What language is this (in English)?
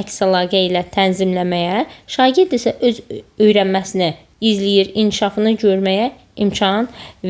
Azerbaijani